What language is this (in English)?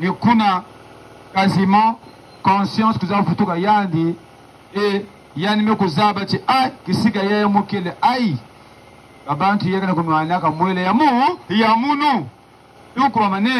Kituba (Democratic Republic of Congo)